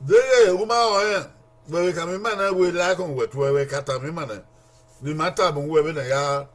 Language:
Bini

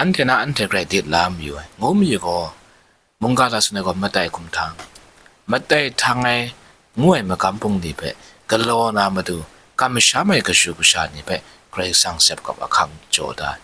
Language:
Kachin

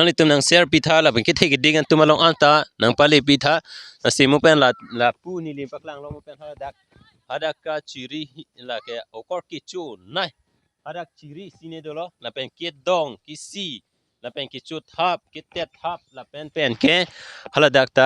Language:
Karbi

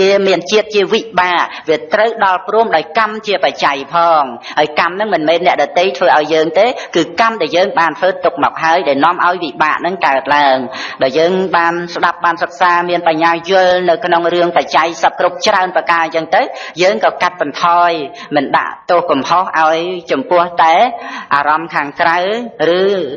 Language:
Khmer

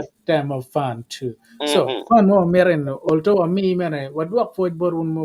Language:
Acoli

